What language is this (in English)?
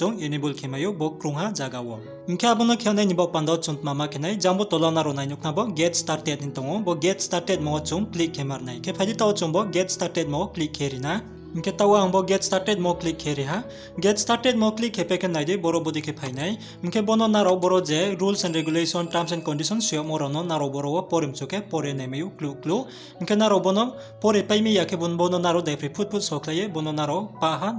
Riang (India)